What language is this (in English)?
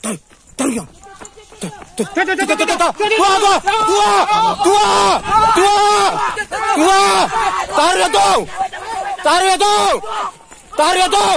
Minangkabau